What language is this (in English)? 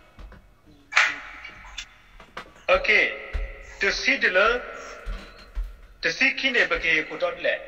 S'gaw Karen